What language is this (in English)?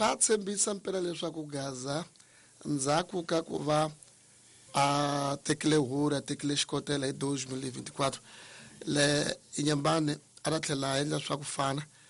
Tsonga